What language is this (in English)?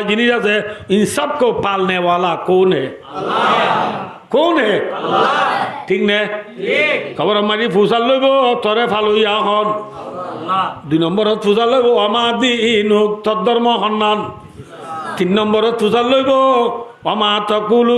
Rohingya